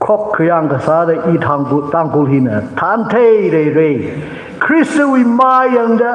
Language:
Tangkhul Naga (India)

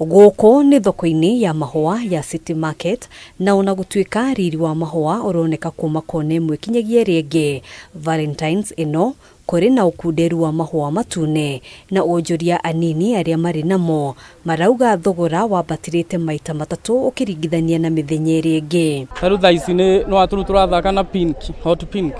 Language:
Kikuyu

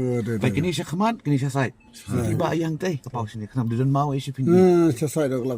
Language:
Khasi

